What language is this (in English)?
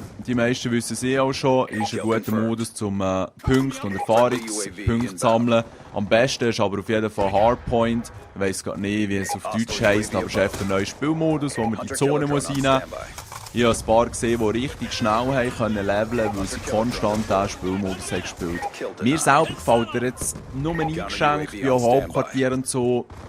Swiss German